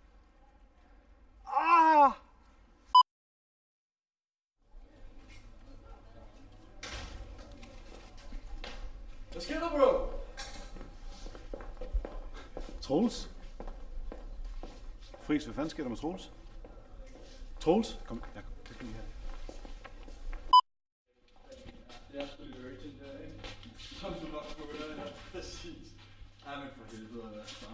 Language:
Danish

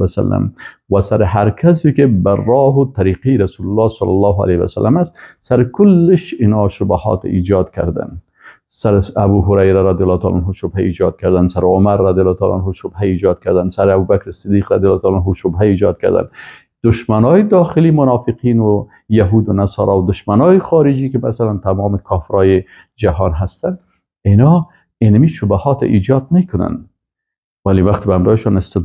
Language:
Persian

